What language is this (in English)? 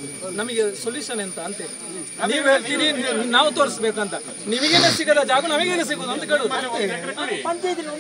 Kannada